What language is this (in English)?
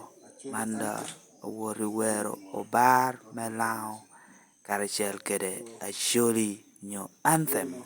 Lango (Uganda)